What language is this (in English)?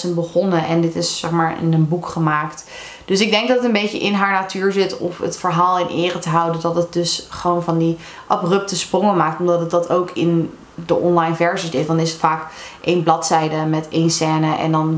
Dutch